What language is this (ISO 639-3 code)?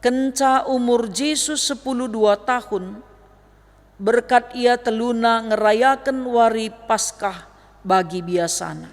btx